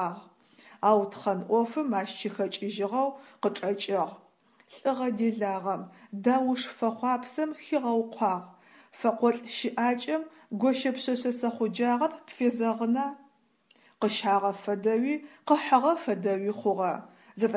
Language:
Adyghe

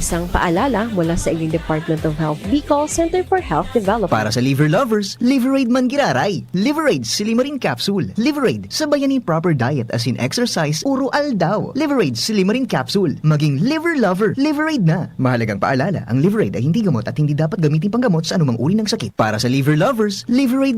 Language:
Bikol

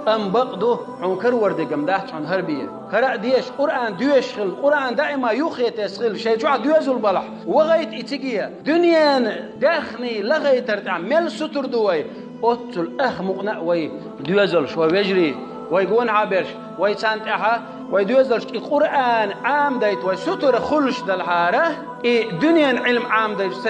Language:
Chechen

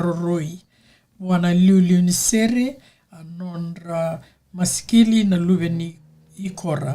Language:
Fijian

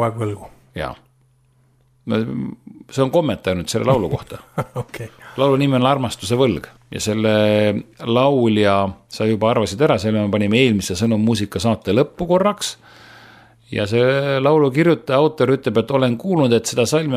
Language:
Estonian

